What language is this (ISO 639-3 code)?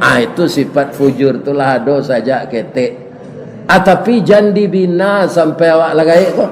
min